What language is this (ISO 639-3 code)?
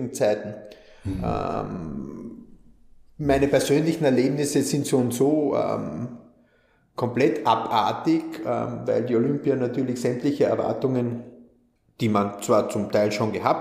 deu